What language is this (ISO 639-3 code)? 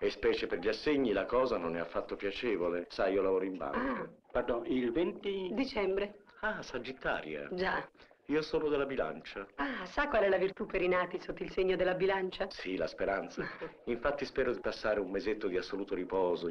ita